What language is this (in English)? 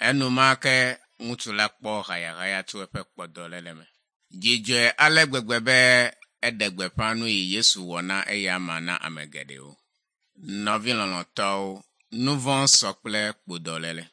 Ewe